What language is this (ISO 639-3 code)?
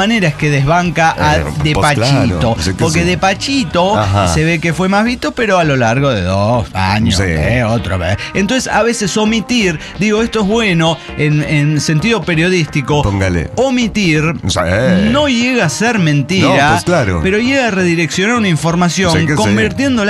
spa